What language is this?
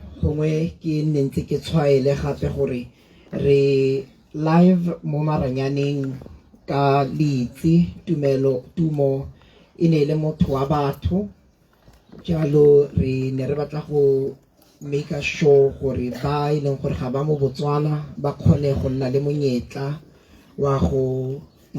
Tswana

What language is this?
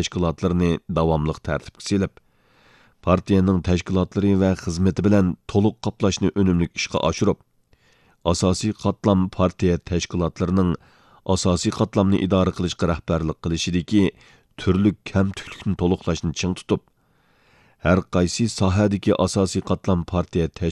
Uyghur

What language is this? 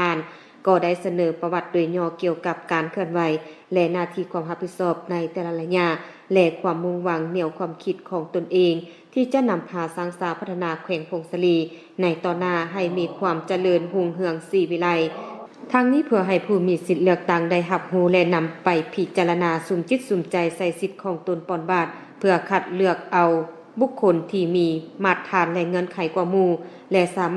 Lao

